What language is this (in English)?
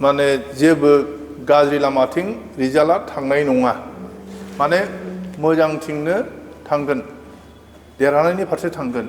Bodo